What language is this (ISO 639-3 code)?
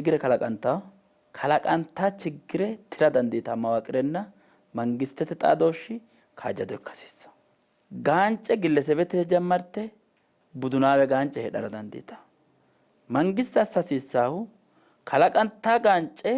sid